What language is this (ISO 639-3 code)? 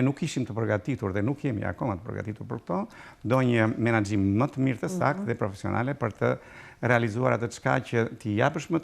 sqi